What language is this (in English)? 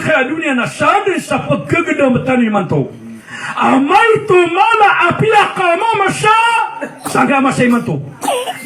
Maranao